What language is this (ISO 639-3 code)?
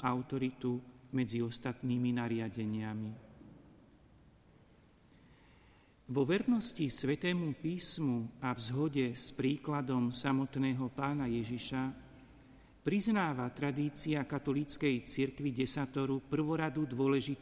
slk